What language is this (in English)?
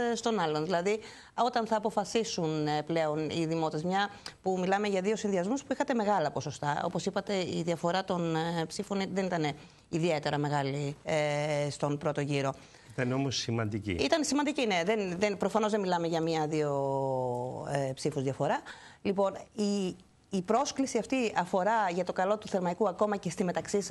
Greek